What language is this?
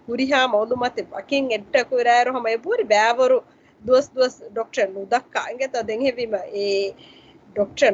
Divehi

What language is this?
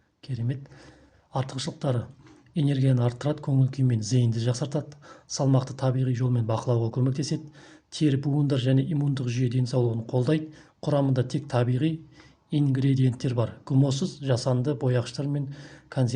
Kazakh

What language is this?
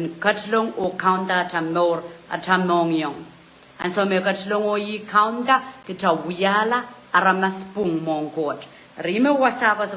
Pohnpeian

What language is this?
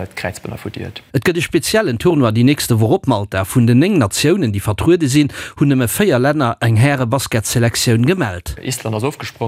Luxembourgish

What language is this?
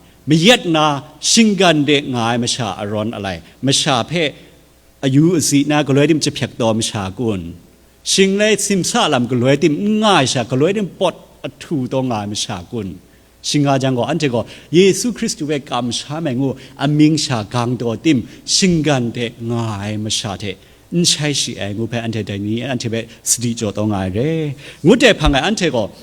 Kachin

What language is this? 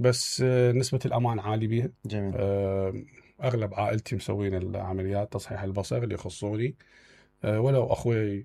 Mesopotamian Arabic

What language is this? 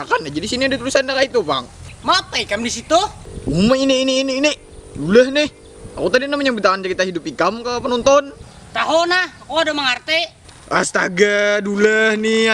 Banjar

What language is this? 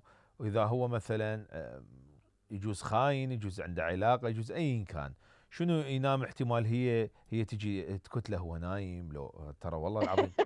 Mesopotamian Arabic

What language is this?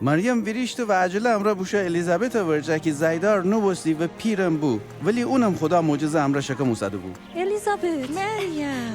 Gilaki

